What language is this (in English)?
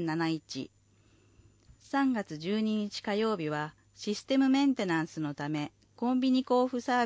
Japanese